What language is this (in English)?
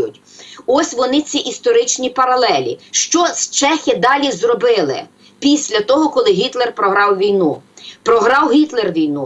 Ukrainian